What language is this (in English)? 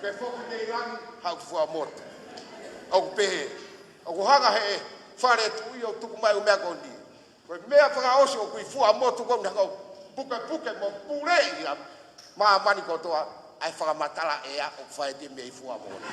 Tongan